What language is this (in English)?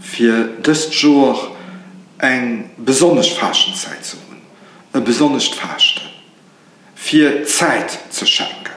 Luxembourgish